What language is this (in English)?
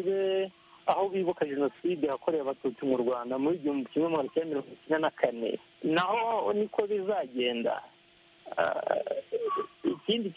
Kinyarwanda